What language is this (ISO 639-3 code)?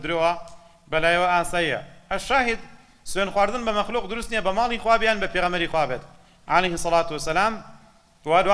ckb